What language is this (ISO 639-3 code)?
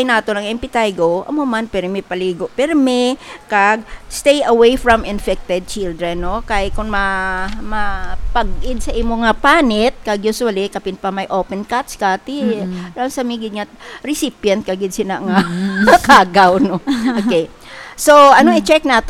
hil